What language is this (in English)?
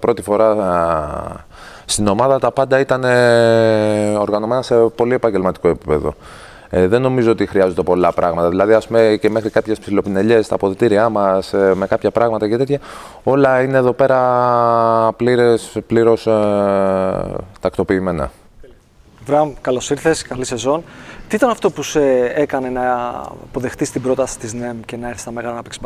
Greek